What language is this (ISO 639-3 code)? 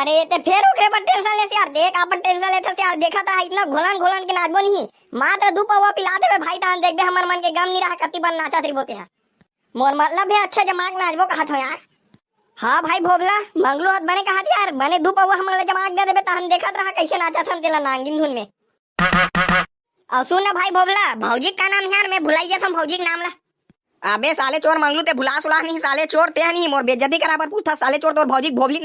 hne